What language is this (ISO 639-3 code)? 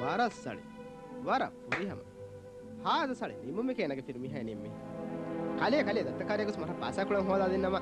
div